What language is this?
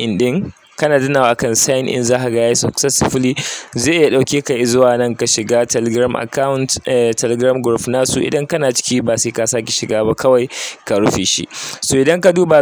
Hausa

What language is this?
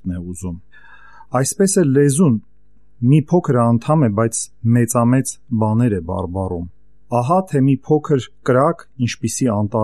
Armenian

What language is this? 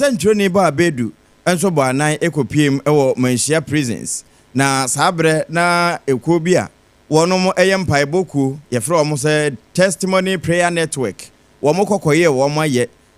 Akan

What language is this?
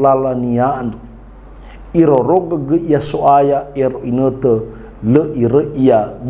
Nias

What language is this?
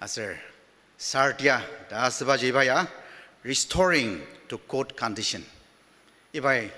Ao Naga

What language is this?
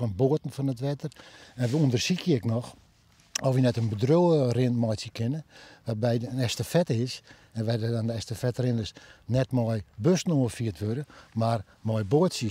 Western Frisian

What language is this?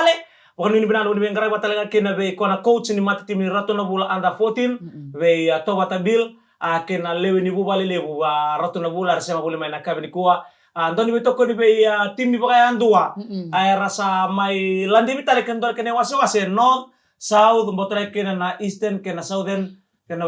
Fijian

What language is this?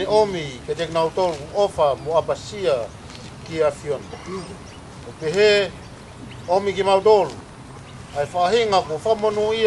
Tongan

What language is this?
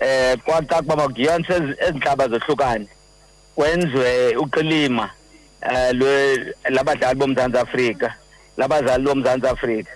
Xhosa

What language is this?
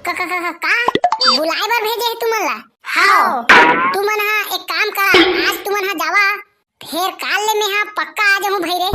Chhattisgarhi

